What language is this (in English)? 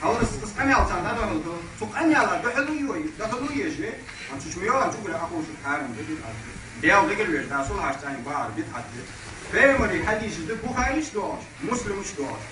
Ingush